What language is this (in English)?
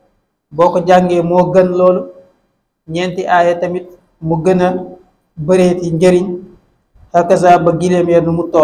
Wolof